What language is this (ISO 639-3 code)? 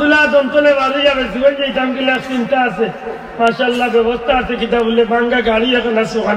syl